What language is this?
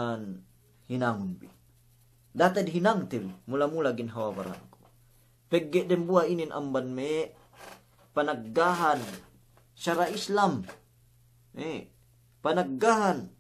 Yakan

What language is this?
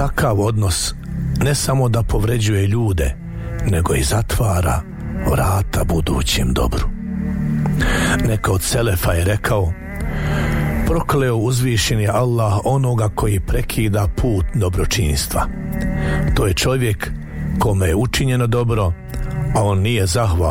Bosnian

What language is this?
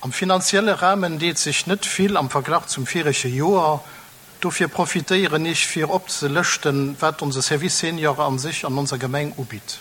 Luxembourgish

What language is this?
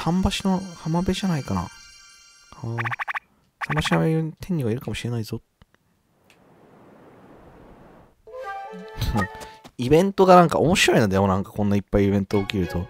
Japanese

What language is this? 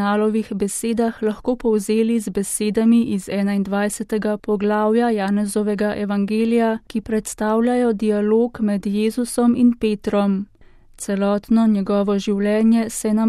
Slovenian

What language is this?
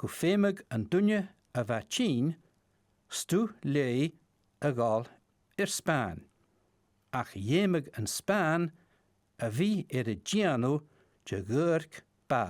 Scottish Gaelic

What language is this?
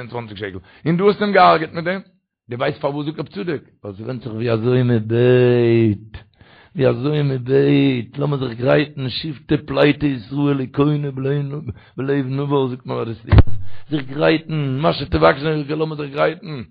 Yiddish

